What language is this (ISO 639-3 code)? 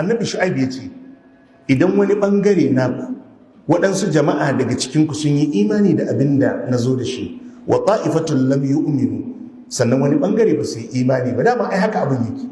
hau